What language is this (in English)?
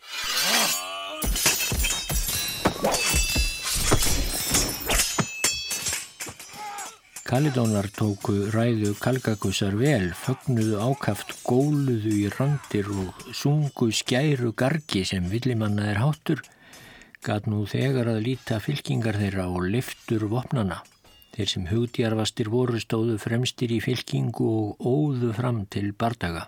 Icelandic